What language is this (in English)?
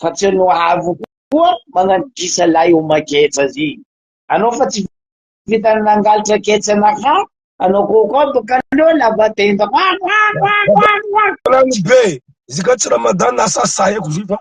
Malagasy